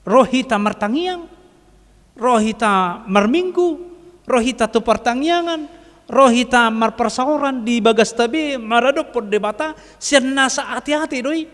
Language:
Batak Toba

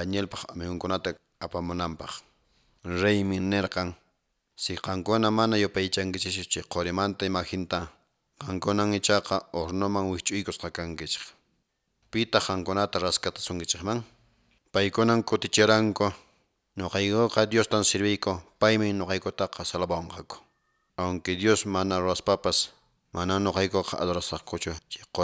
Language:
Quechua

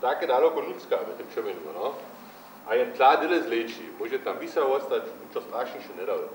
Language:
Upper Sorbian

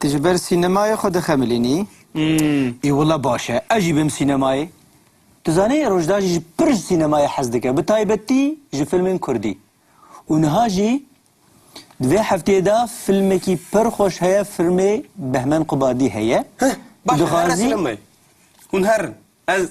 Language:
Kurdish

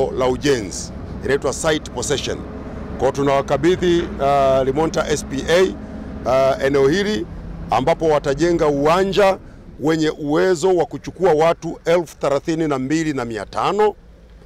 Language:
Swahili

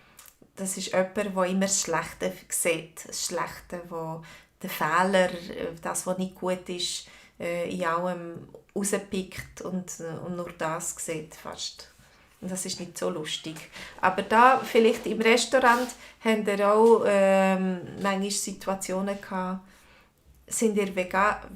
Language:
Swiss German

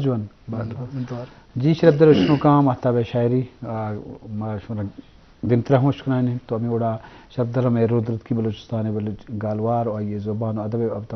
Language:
Eastern Balochi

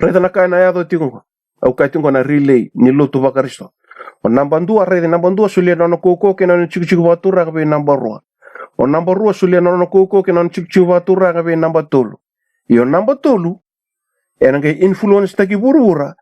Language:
Fijian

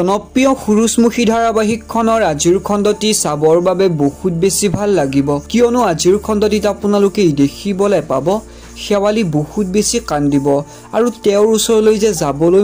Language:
Assamese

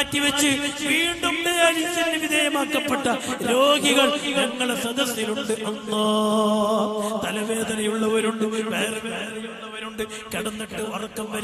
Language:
Malayalam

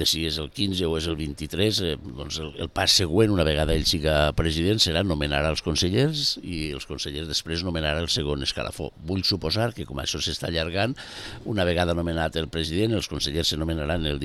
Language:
Catalan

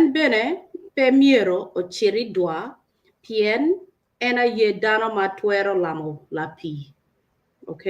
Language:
Acoli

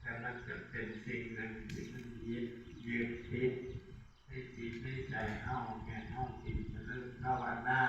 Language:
Northeastern Thai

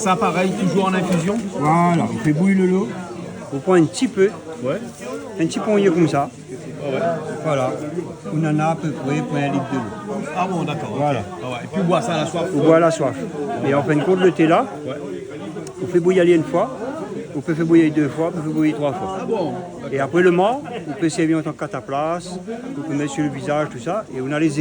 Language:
Réunion Creole French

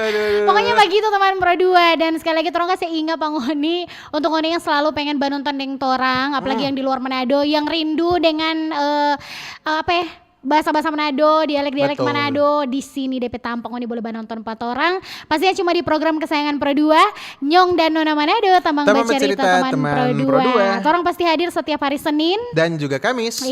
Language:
Manado Malay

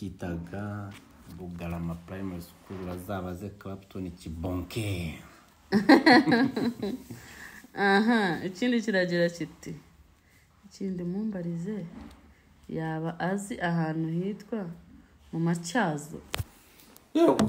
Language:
Kinyarwanda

